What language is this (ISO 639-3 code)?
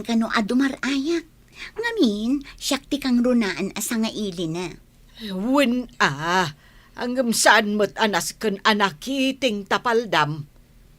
ilo